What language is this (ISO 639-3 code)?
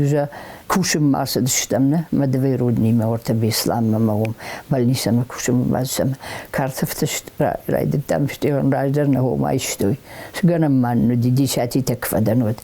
oss